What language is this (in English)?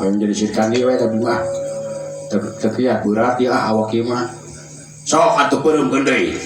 Sundanese